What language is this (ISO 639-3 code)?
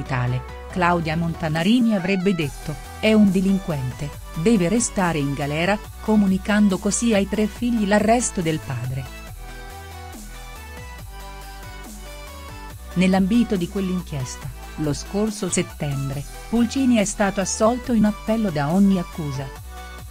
ita